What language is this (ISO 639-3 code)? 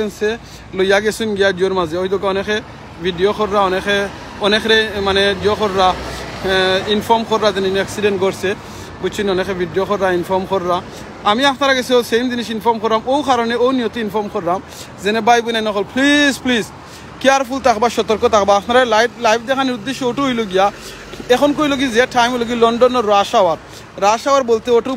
syl